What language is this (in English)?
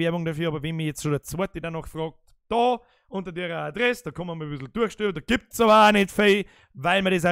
Bavarian